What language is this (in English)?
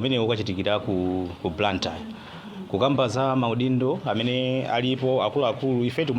Nyanja